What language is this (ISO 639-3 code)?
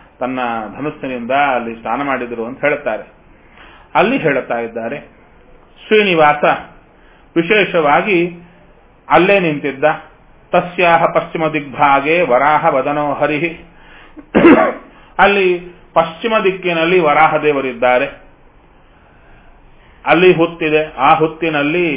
kan